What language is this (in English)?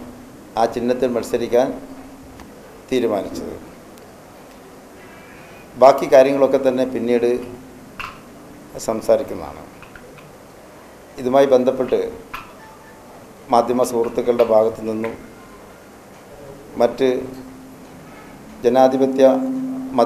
Malayalam